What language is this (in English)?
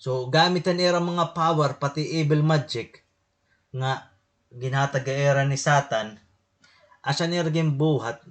Waray